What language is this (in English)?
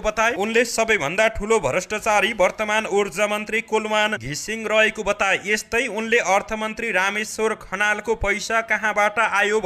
Nepali